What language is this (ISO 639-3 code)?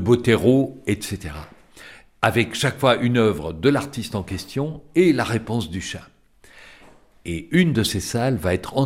fra